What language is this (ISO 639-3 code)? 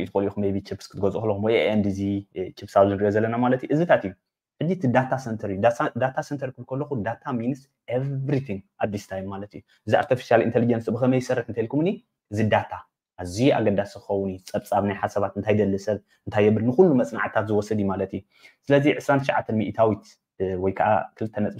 tir